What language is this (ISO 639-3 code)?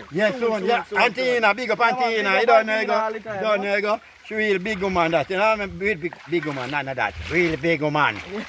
jam